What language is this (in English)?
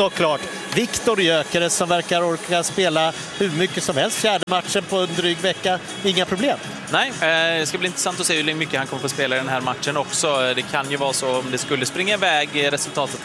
Swedish